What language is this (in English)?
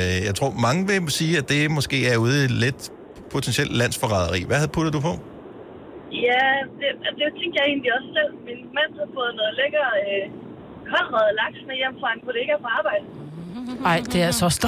Danish